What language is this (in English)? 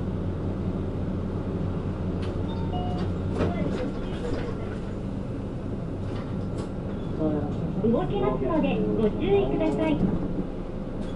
Japanese